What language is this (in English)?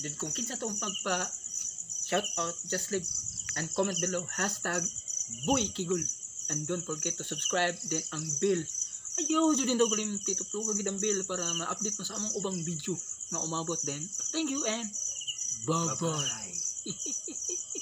Cebuano